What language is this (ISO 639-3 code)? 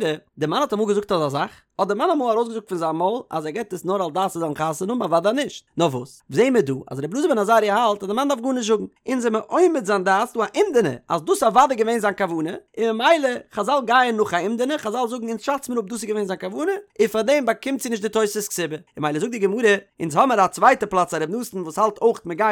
yid